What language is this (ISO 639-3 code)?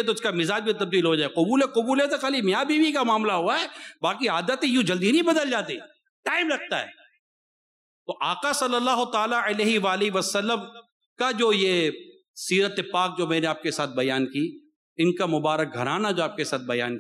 urd